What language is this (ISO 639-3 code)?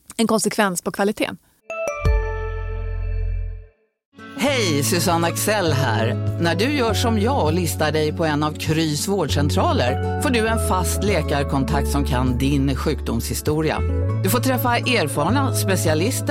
swe